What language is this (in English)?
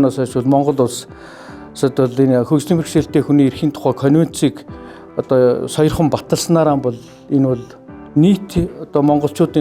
Mongolian